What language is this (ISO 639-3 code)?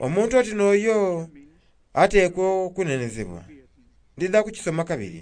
xog